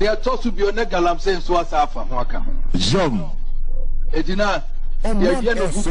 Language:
Akan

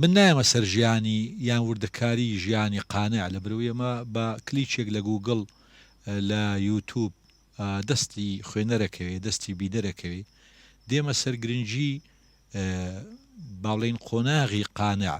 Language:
Central Kurdish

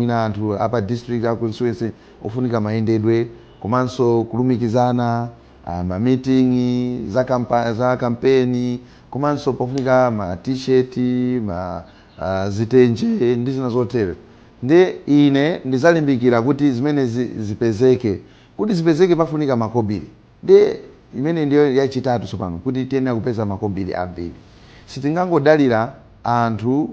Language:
Nyanja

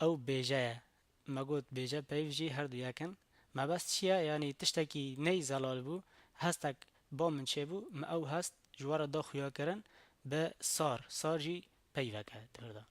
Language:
Kurdish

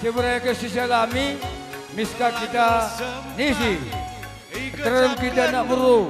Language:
Batak Karo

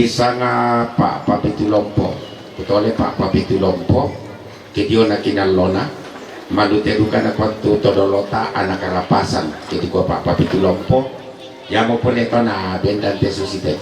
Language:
Toraja-Sa'dan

